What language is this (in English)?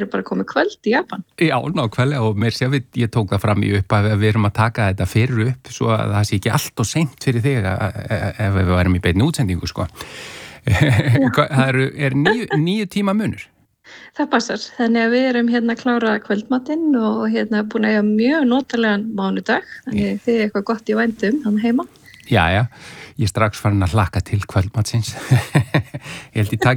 Icelandic